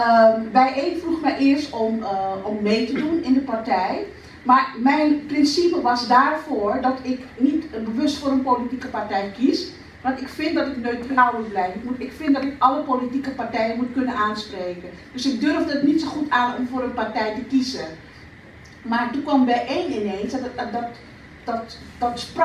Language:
Dutch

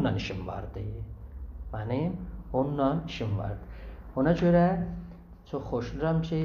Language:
South Azerbaijani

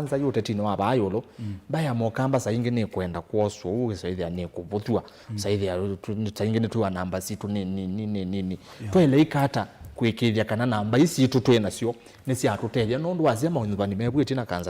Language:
Kamba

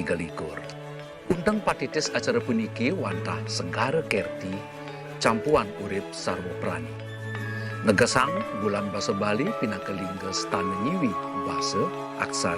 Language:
Balinese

